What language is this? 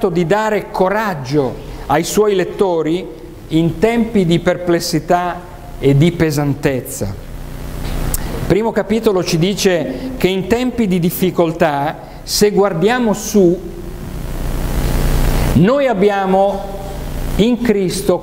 Italian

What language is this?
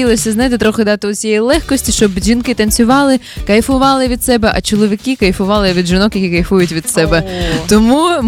Ukrainian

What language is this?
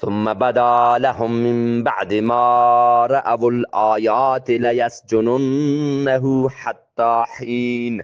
Eastern Balochi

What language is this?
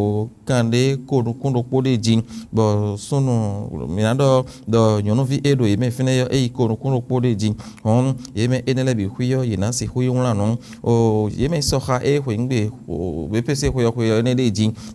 Fon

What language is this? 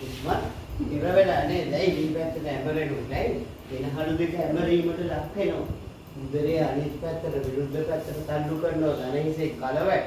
Sinhala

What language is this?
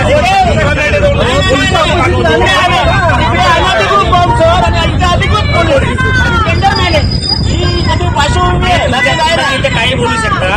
Marathi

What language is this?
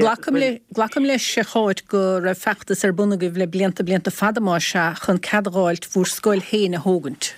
Irish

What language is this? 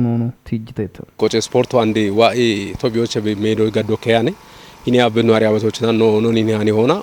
Kafa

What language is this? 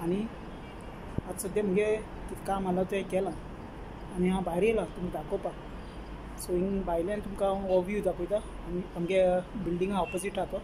Konkani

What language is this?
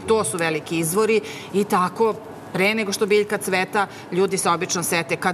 Serbian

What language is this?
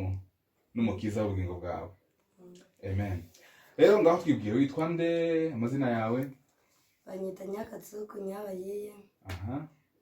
Kinyarwanda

